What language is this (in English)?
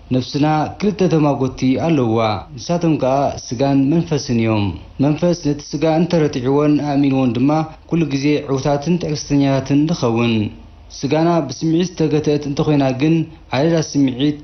Tigrinya